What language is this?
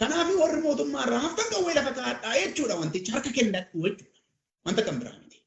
Oromo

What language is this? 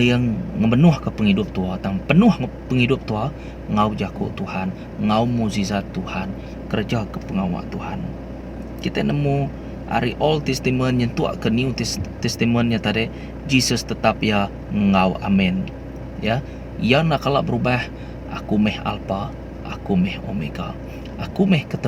Iban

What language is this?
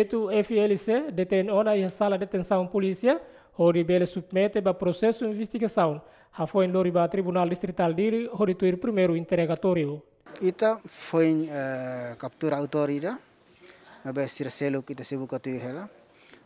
Tetum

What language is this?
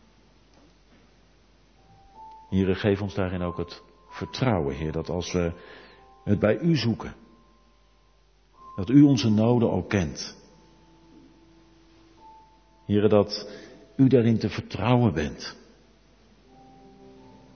Dutch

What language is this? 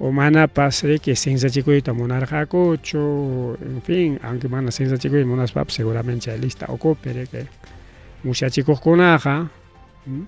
Ayacucho Quechua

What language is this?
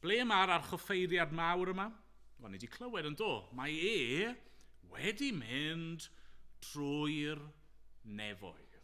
Welsh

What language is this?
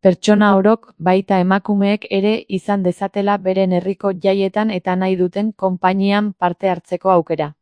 Basque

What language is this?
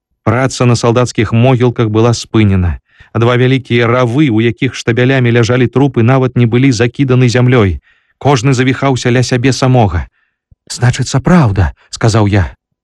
Belarusian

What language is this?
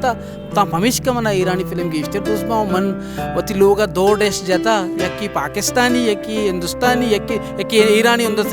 Baluchi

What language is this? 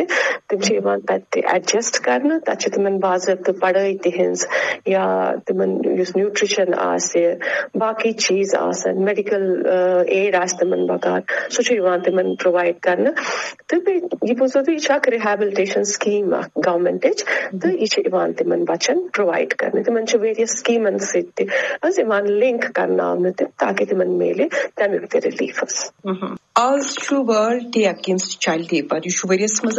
Kashmiri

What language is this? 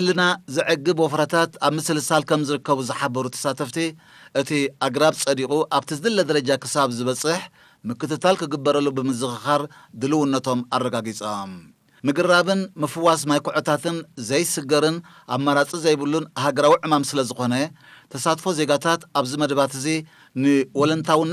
Tigrinya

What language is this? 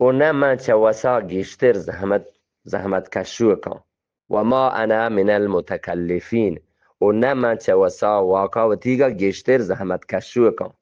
Eastern Balochi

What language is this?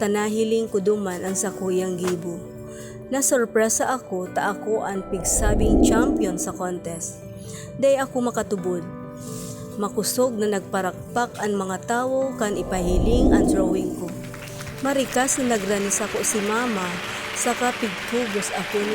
Bikol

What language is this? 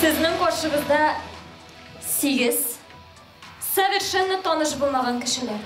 Tatar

